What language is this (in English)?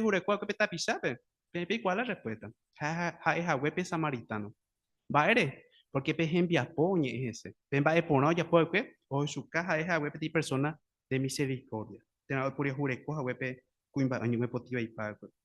Guarani